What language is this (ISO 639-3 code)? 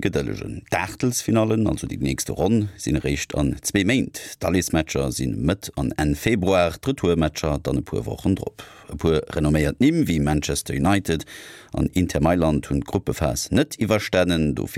ltz